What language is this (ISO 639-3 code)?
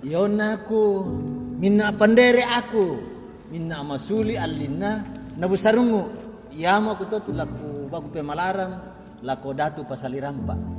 sda